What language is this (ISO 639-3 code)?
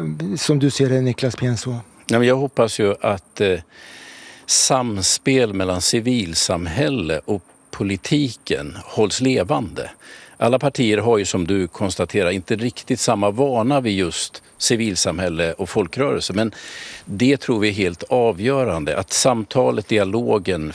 swe